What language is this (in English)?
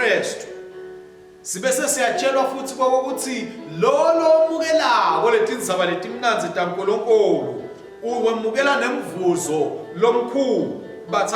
Swati